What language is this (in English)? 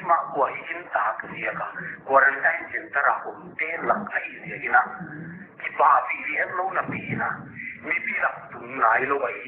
Paite Chin